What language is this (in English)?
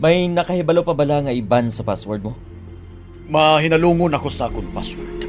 Hiligaynon